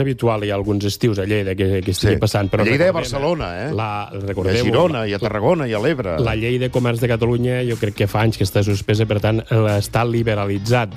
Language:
Catalan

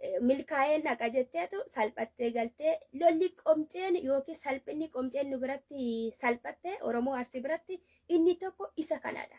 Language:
Oromo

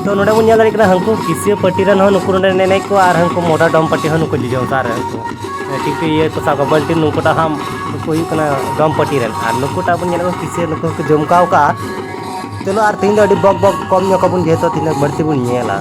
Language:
Santali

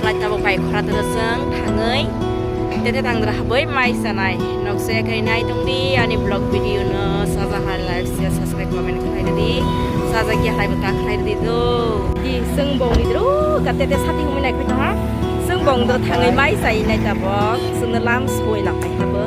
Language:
Kok Borok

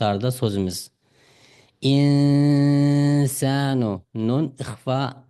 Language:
Uyghur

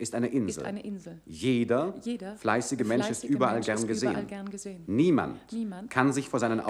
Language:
German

